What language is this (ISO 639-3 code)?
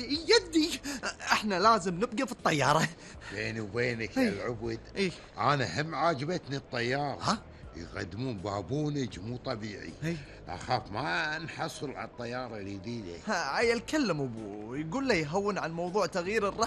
afb